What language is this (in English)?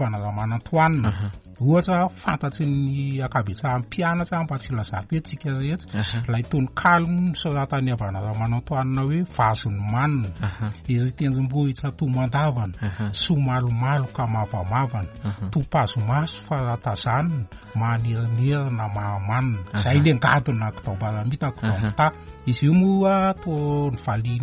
Malagasy